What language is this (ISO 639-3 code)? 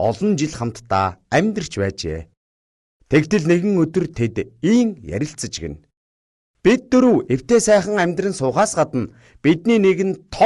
mon